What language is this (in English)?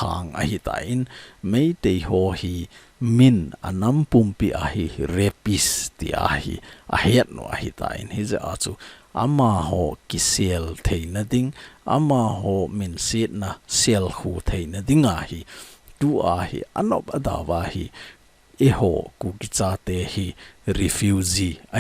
Thado Chin